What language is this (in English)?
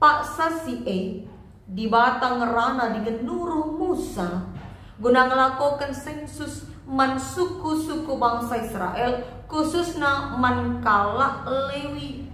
Batak Karo